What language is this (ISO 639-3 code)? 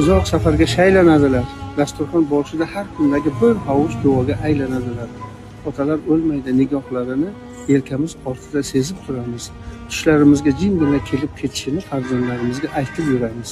uzb